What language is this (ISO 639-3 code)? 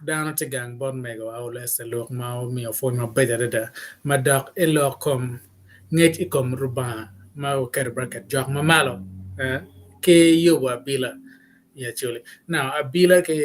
ach